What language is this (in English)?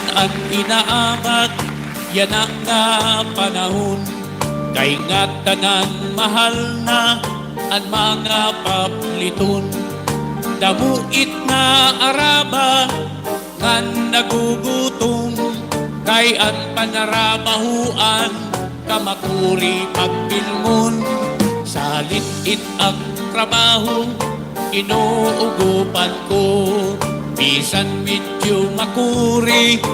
Waray